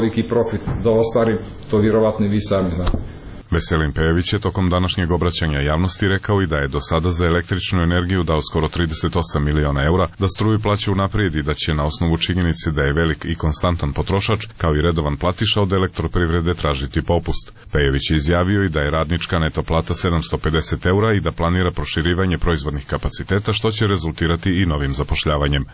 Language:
Serbian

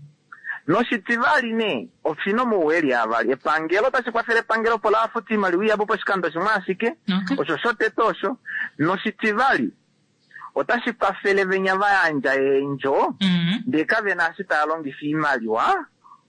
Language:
Kuanyama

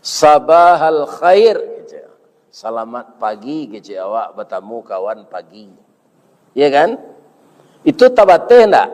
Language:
Minangkabau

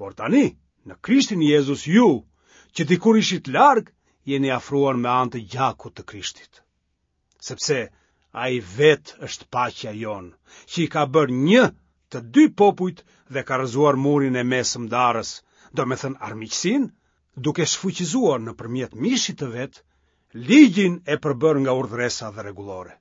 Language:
Albanian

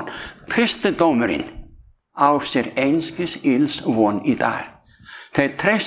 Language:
Icelandic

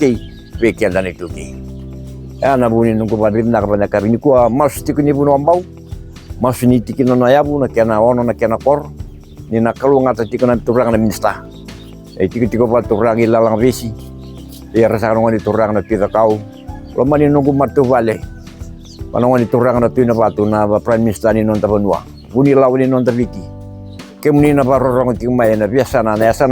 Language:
Fijian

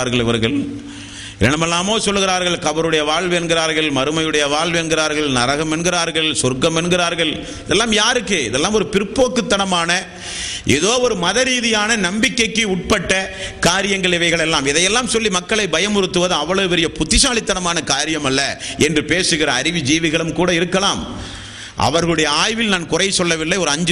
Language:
Tamil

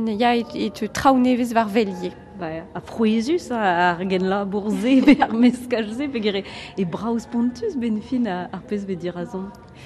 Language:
Breton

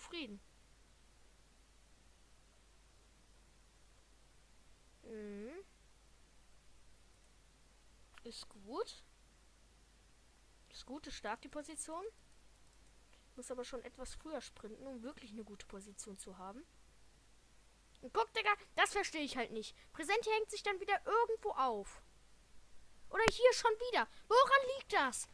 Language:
German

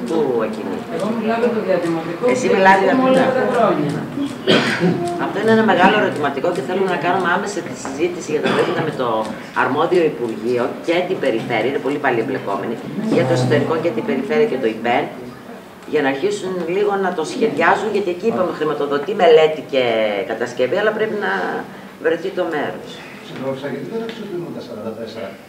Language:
Greek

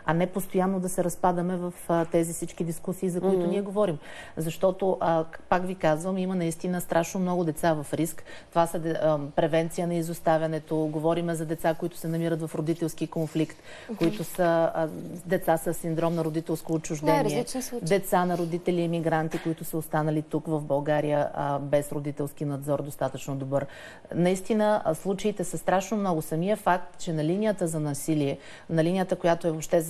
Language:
Bulgarian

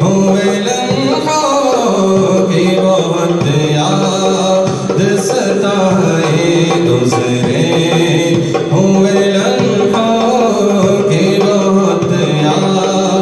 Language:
Urdu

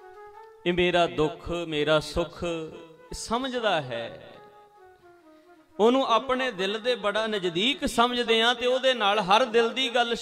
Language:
Punjabi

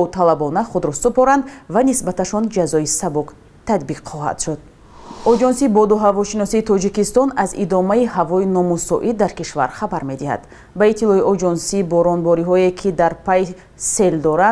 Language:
Tajik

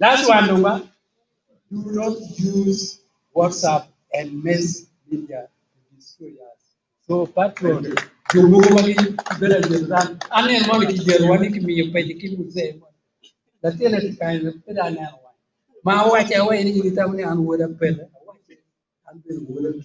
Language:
Acoli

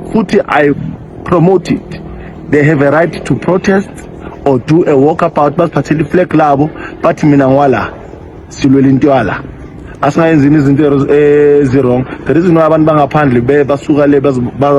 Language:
Zulu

